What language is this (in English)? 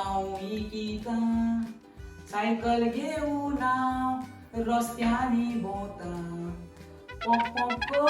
Konkani